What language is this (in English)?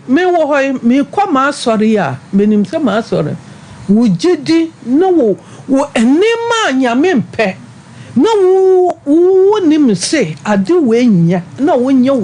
Akan